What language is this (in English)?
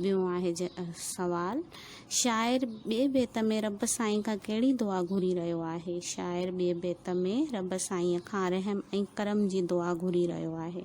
Sindhi